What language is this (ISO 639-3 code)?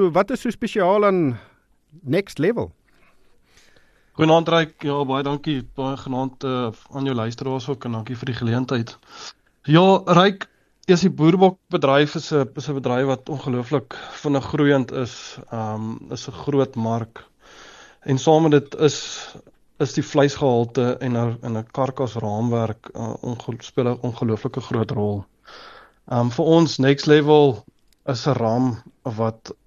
afr